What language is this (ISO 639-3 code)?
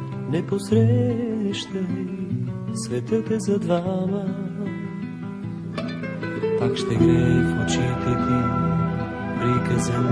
bul